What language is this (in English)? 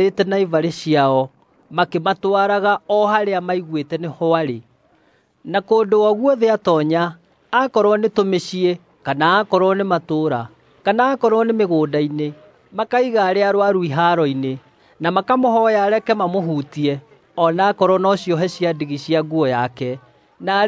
Kikuyu